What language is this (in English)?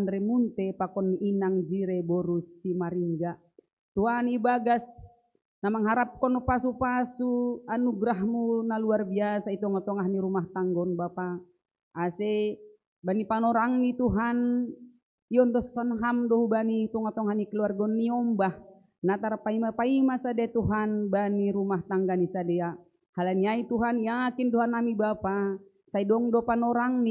Batak Simalungun